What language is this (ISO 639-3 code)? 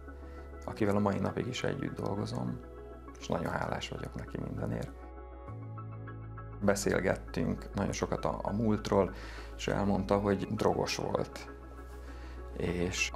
hun